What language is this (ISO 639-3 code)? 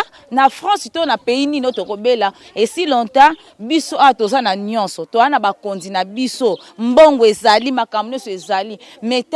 lin